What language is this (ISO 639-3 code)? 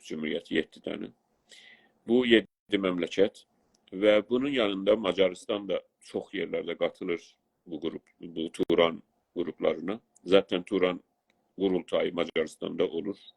azb